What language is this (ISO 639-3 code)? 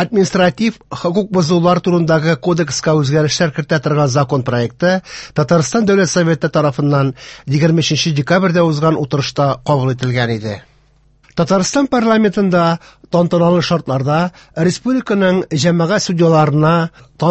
tat